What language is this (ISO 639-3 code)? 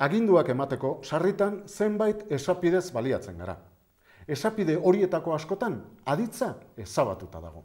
eus